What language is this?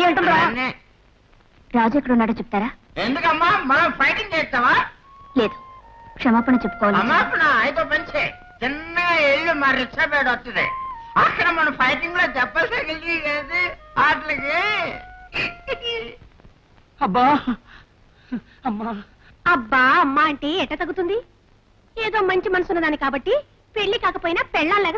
Telugu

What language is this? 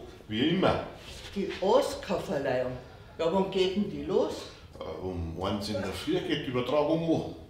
Bavarian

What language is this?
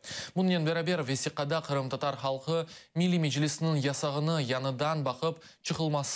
Crimean Tatar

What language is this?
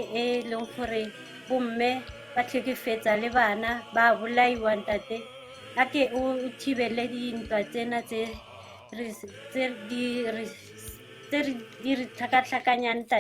Tswana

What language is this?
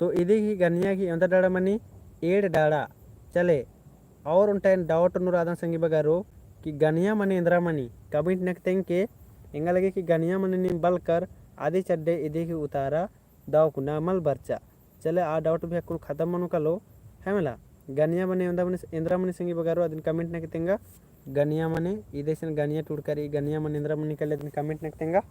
Kurukh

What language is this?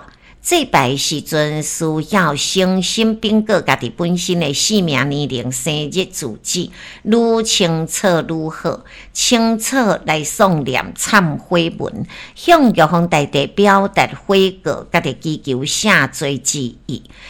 Min Nan Chinese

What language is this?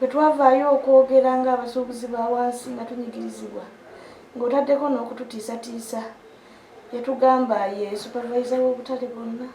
Ganda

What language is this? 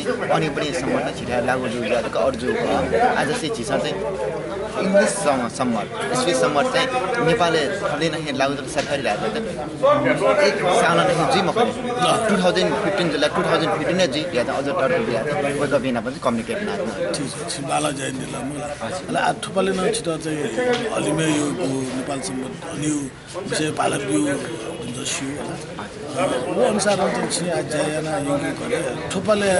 Newari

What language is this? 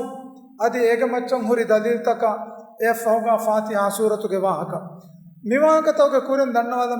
Divehi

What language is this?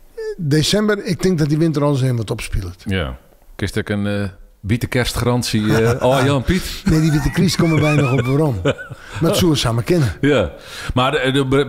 Western Frisian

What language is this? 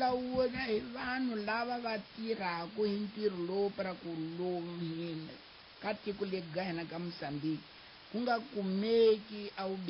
Tsonga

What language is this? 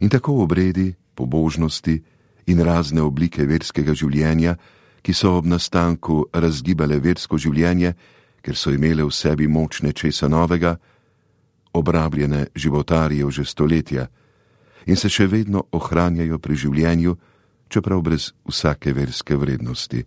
Slovenian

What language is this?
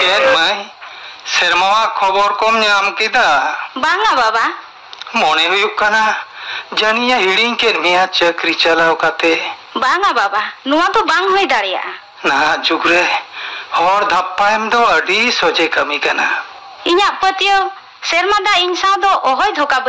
Santali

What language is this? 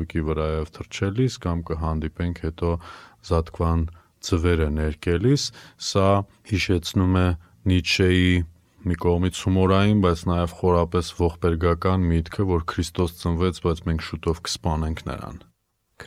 Armenian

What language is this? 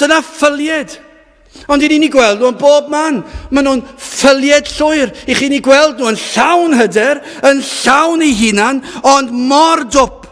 Welsh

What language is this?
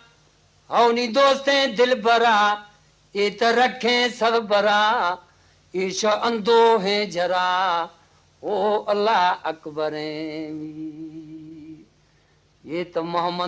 Eastern Balochi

